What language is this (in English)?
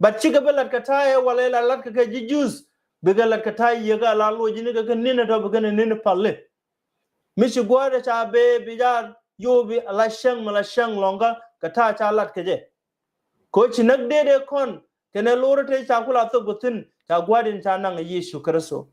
Nuer